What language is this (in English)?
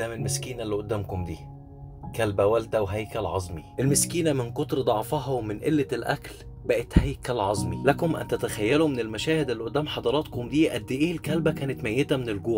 Egyptian Arabic